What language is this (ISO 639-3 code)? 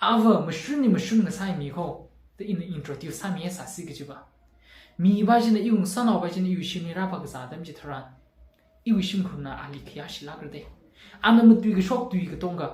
nmf